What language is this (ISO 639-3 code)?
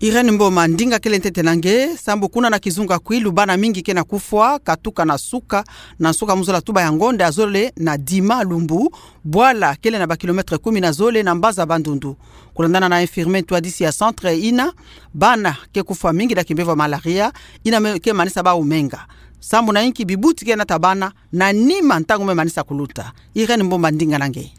ktu